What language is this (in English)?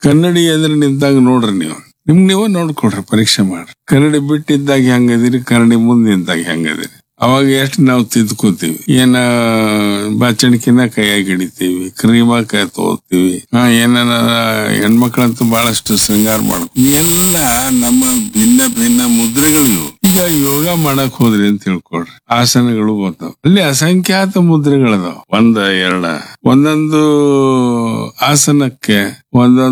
Kannada